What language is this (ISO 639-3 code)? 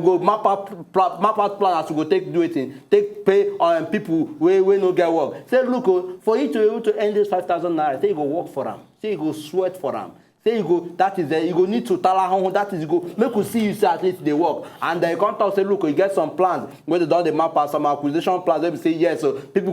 pcm